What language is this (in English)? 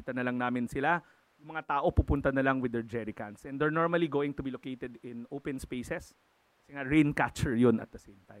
Filipino